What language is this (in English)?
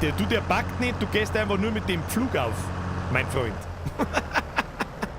Bavarian